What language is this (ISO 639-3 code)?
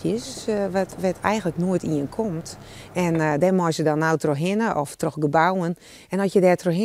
fry